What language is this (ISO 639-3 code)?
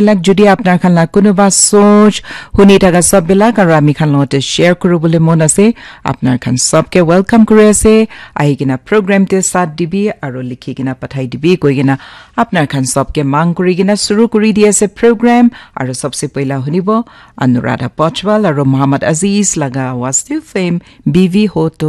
nag